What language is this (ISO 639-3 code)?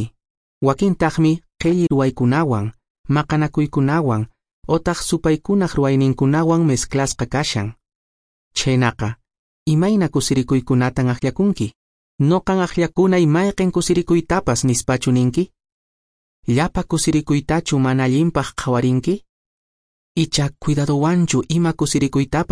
que